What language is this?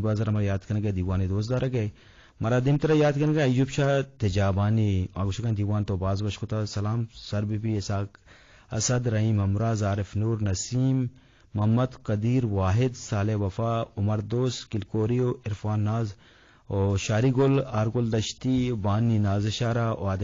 Eastern Balochi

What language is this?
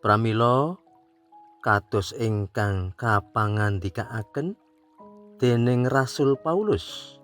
Javanese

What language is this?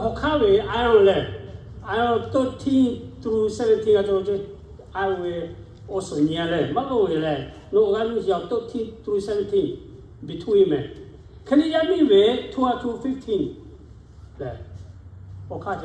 Lahu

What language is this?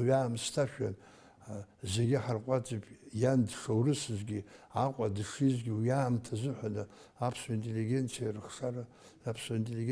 Abkhazian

